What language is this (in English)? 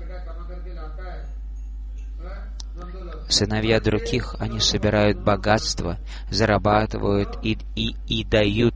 Russian